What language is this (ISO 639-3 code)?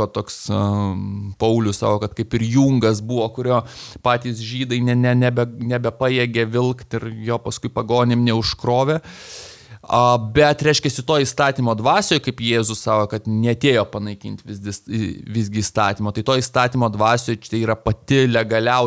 lit